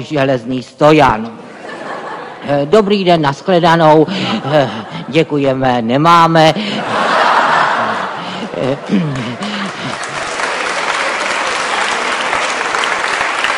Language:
Czech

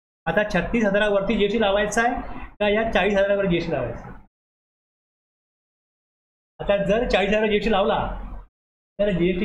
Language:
Marathi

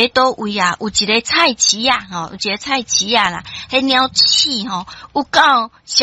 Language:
Min Nan Chinese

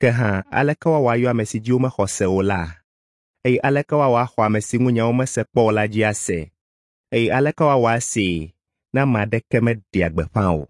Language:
Ewe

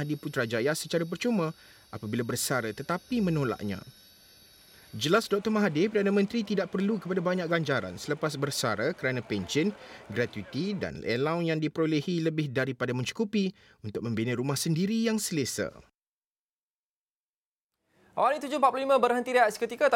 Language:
Malay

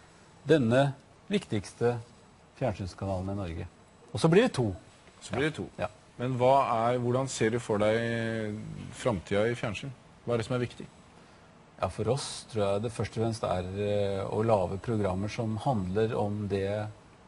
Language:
Norwegian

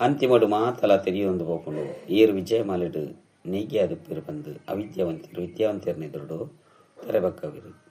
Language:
Tulu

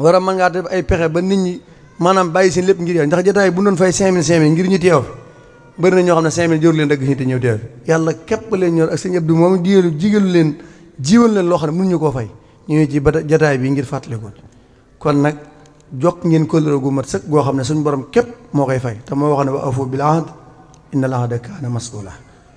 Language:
Wolof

